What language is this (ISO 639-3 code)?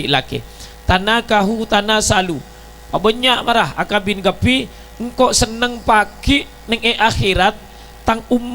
mad